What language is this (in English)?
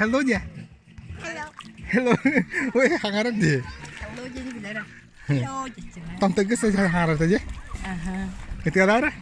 Yakut